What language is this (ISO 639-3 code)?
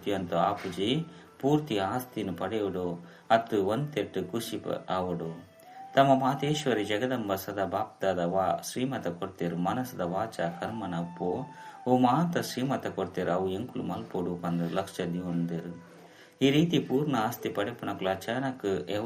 tcy